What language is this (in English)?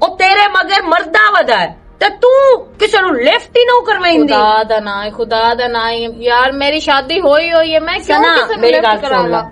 Western Panjabi